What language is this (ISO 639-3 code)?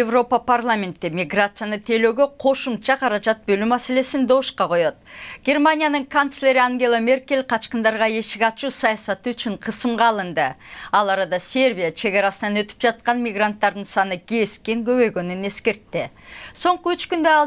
kir